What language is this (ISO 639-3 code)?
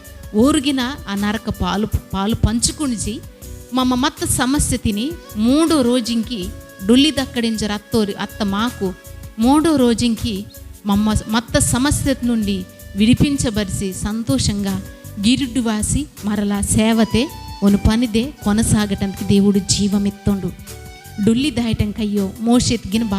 kff